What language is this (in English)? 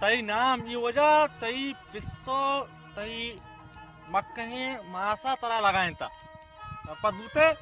Baluchi